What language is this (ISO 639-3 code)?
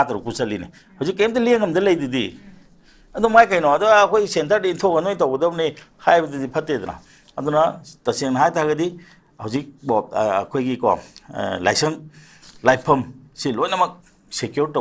mni